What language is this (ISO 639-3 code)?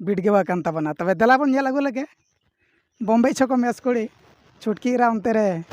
sat